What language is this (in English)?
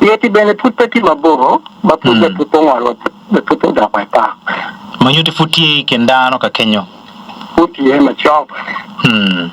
Acoli